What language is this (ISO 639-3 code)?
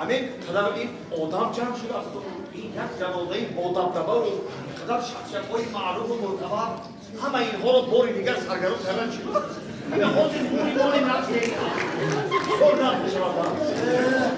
tgk